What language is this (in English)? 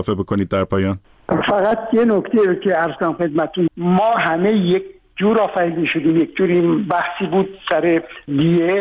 Persian